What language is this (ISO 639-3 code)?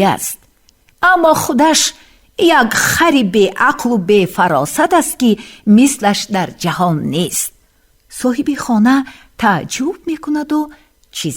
tgk